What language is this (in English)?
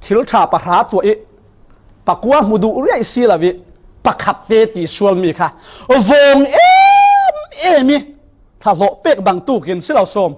Falam Chin